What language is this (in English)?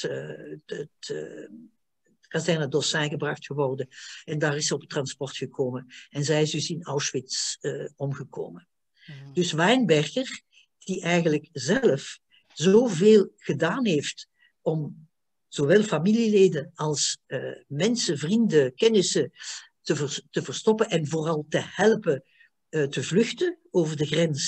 Dutch